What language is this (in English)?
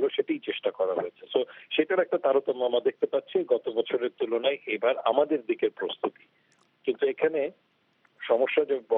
Bangla